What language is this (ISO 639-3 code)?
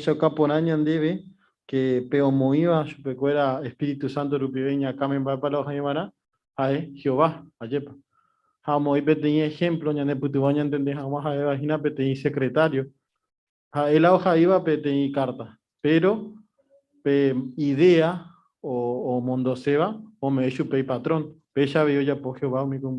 grn